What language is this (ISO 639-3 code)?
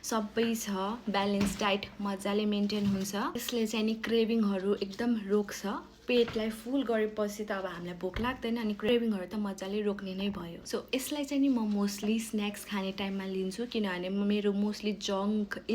nep